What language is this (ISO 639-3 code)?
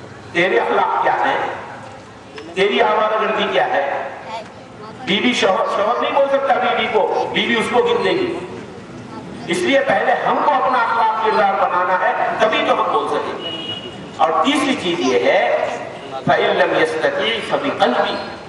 urd